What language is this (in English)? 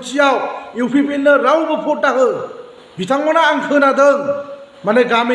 Bodo